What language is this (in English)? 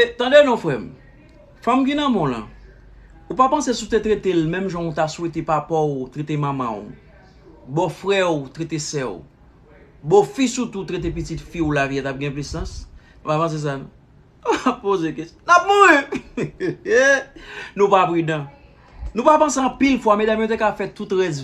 Haitian Creole